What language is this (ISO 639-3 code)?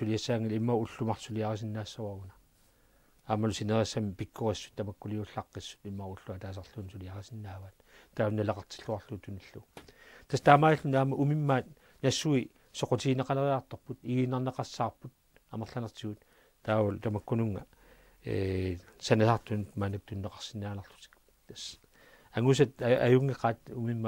kal